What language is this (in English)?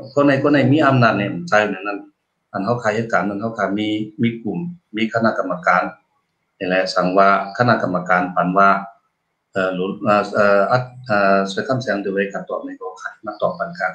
Shan